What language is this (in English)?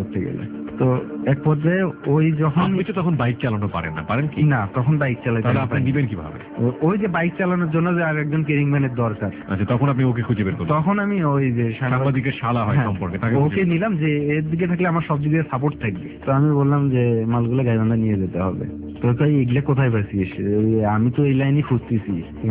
Bangla